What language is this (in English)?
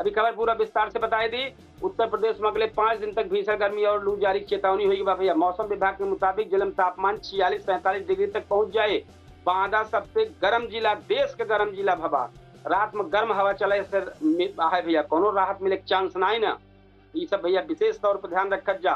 Awadhi